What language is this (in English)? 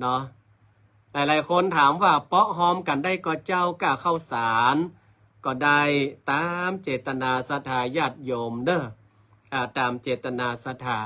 Northern Thai